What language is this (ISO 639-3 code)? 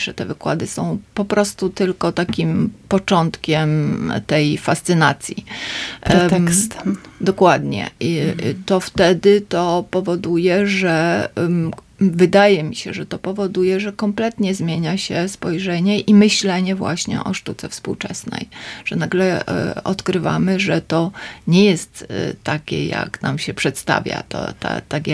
pol